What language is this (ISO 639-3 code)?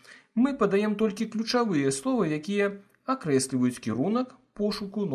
bel